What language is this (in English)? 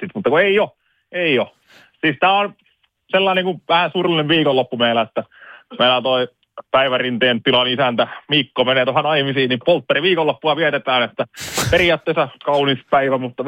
Finnish